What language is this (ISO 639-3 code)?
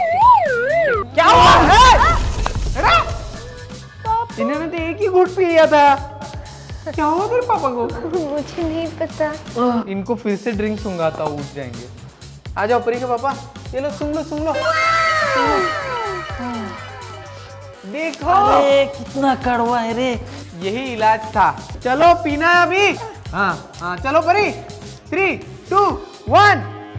hin